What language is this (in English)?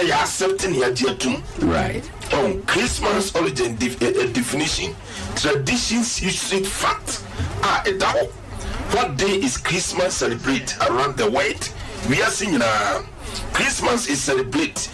Akan